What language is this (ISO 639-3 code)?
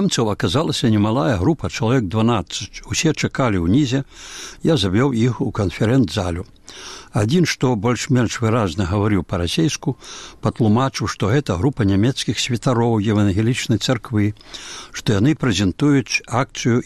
bel